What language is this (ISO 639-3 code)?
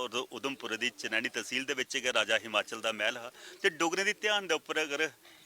doi